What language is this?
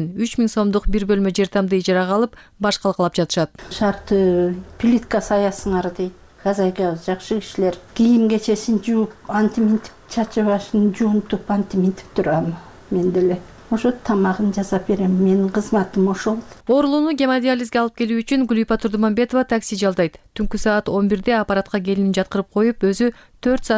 Kyrgyz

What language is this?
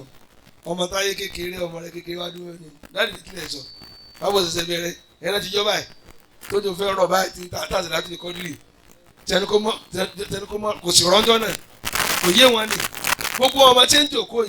Yoruba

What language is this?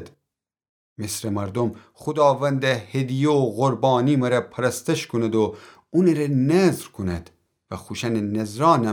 Gilaki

